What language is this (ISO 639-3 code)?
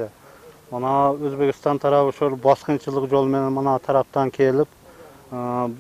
kir